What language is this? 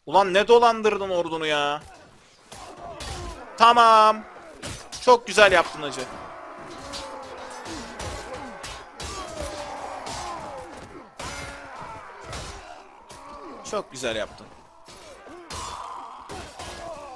Turkish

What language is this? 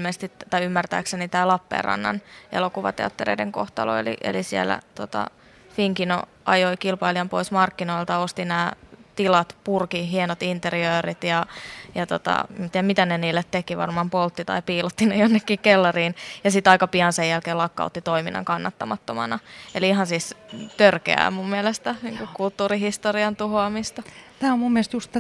Finnish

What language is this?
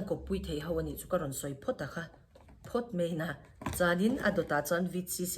Mizo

